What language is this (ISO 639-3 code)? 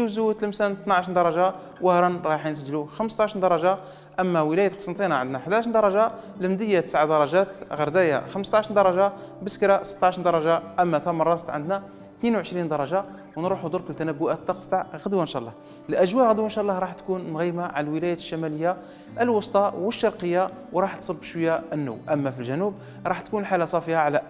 arq